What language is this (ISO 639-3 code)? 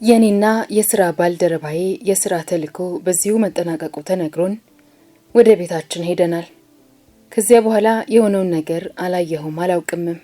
amh